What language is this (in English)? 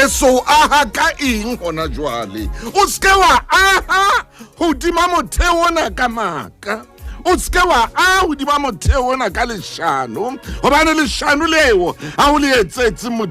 Southern Sotho